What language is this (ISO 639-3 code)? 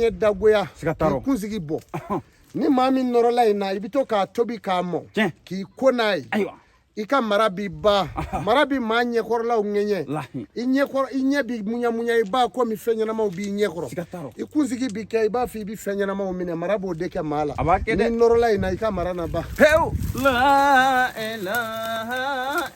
bam